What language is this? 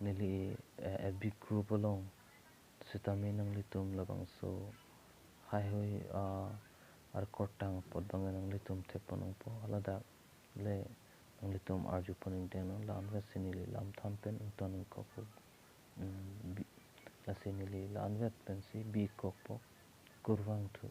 Karbi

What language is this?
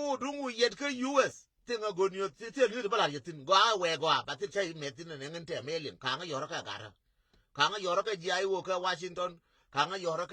Nuer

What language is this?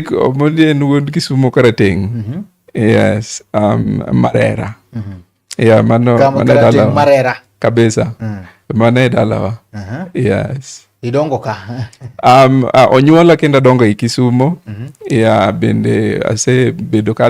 Luo (Kenya and Tanzania)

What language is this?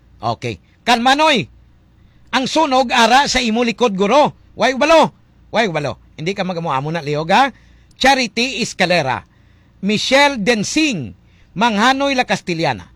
Hiligaynon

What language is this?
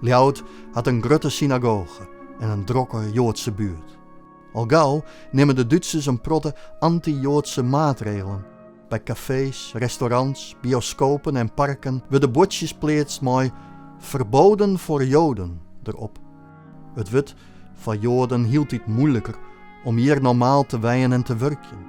Western Frisian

